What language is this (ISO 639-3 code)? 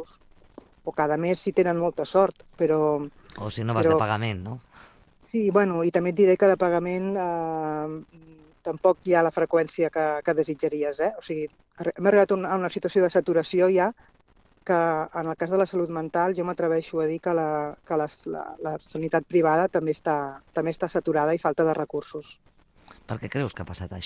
cat